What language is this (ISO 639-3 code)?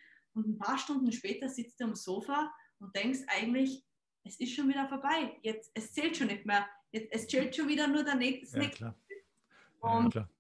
deu